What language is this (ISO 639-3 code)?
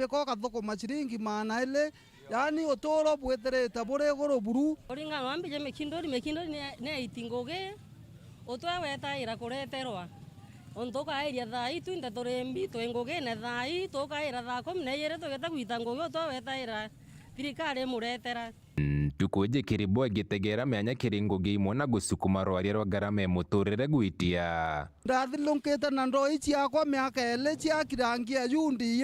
mer